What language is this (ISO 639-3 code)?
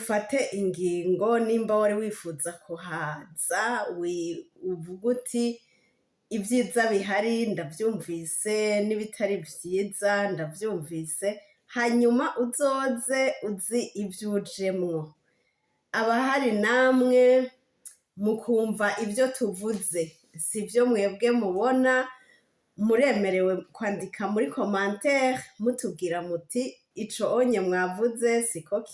run